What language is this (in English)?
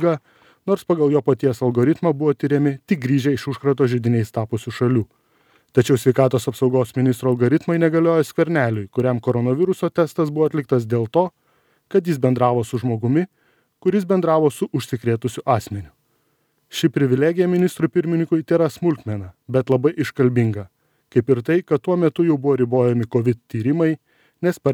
Lithuanian